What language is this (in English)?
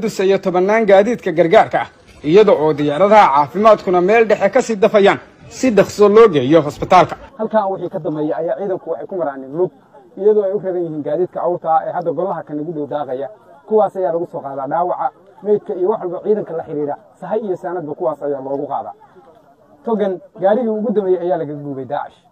Somali